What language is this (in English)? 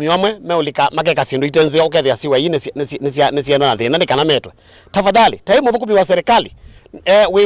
Kamba